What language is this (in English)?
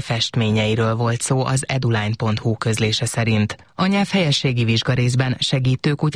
Hungarian